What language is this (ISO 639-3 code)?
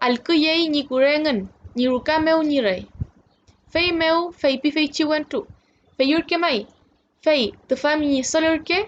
arn